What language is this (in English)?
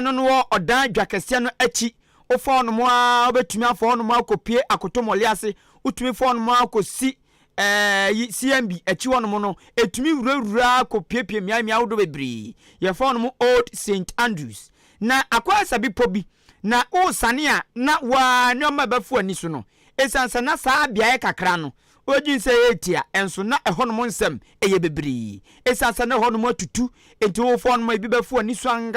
Akan